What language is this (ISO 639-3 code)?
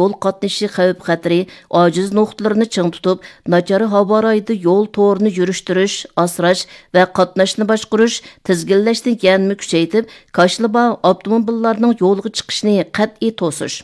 uig